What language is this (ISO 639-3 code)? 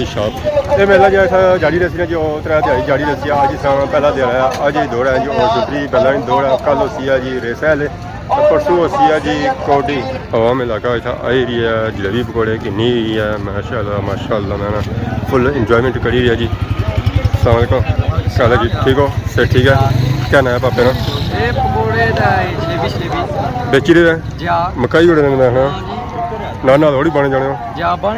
phr